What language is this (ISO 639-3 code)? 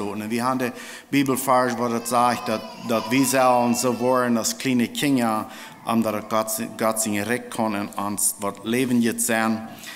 pdt